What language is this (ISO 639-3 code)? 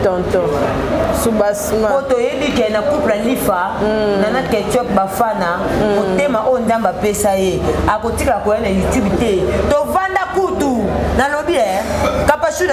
lin